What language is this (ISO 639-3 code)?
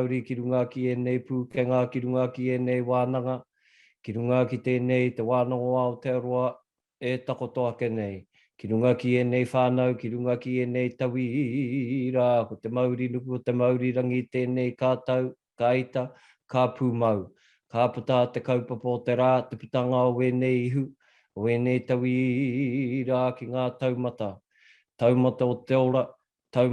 mri